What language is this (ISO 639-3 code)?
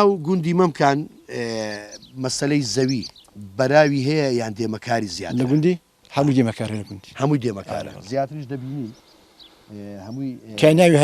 ckb